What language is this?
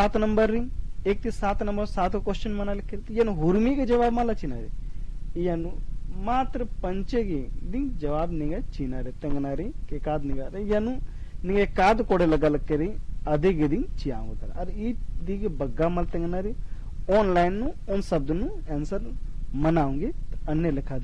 Kurukh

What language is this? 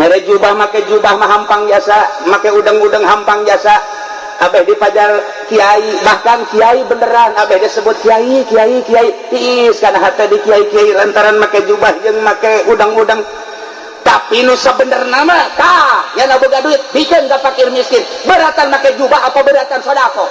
Sundanese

